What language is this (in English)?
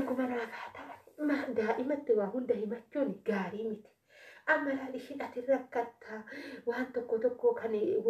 Oromo